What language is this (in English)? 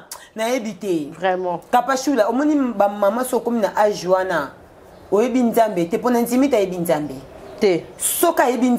Lingala